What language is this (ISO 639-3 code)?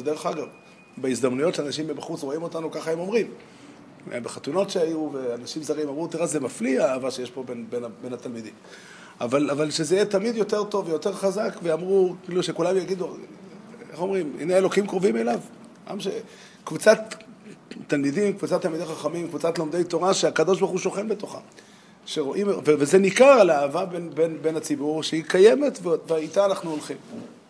heb